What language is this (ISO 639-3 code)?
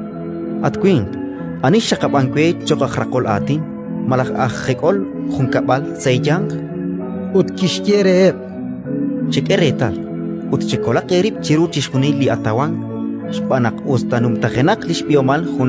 kek